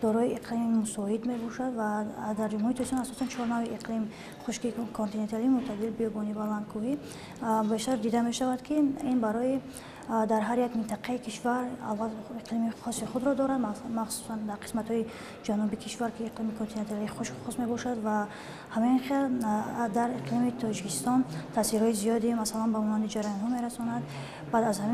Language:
Tajik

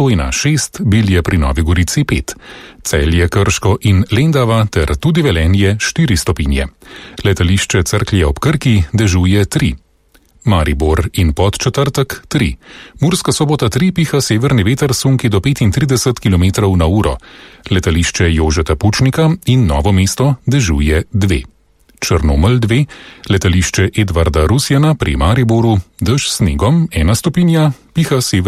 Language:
Slovenian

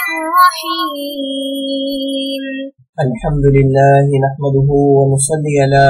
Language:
Urdu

